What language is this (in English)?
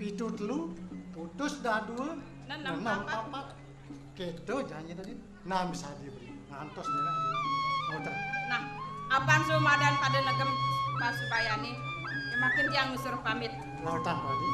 Balinese